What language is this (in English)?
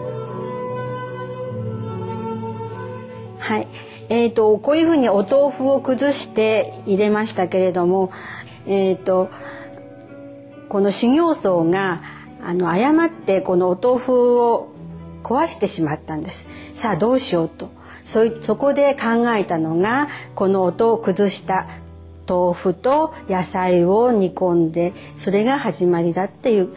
Japanese